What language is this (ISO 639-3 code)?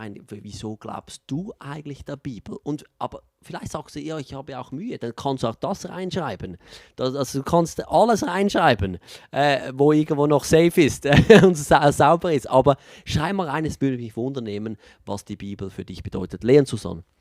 gsw